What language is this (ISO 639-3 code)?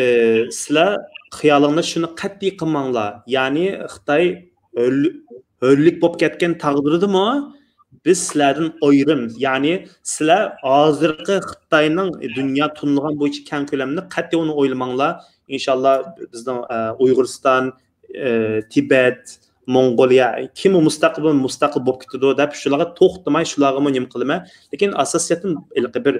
uig